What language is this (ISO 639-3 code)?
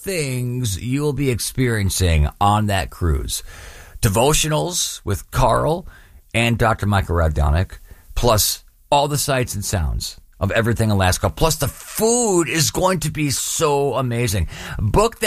eng